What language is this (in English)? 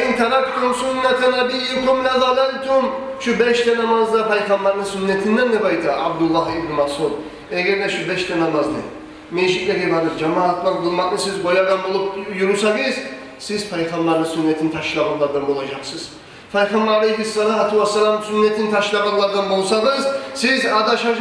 Kumyk